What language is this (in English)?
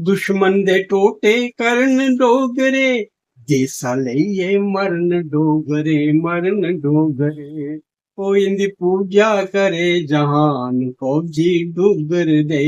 Dogri